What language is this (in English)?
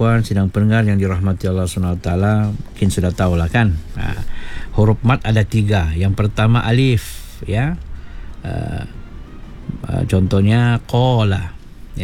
Malay